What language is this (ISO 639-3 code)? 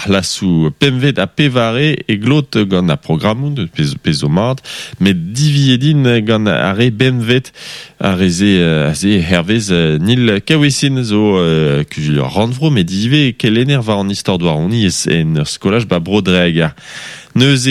bre